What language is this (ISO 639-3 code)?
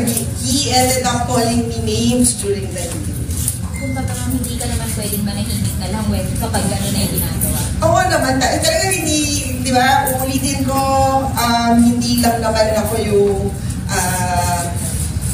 fil